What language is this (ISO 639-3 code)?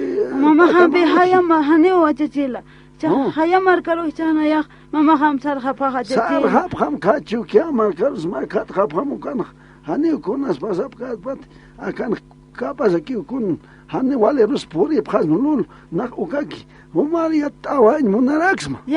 aym